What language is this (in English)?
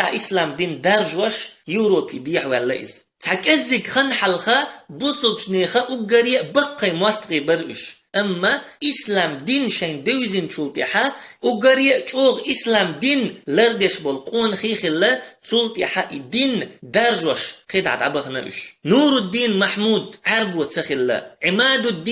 Chechen